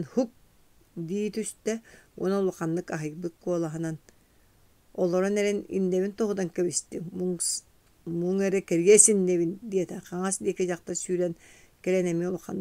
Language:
Yakut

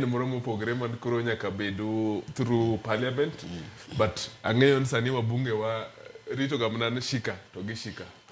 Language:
Luo (Kenya and Tanzania)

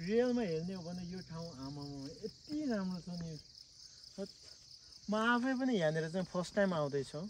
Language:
Nepali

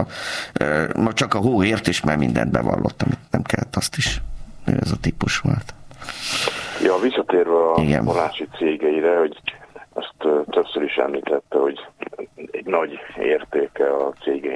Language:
Hungarian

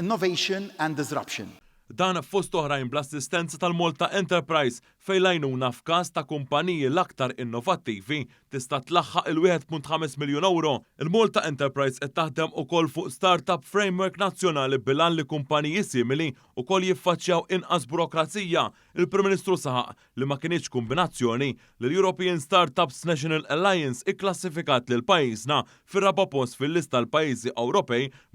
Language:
Maltese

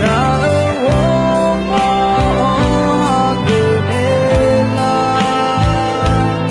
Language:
Akha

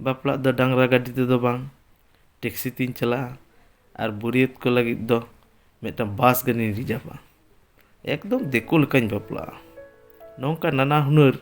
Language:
Santali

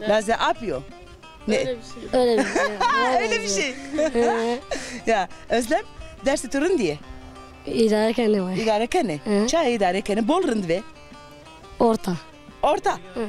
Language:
Zaza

